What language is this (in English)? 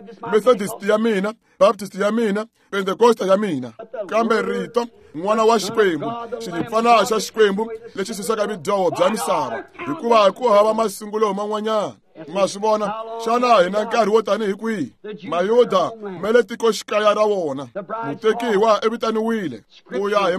Tsonga